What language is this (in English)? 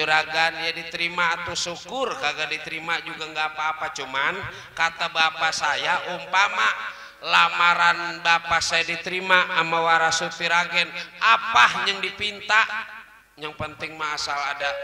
Betawi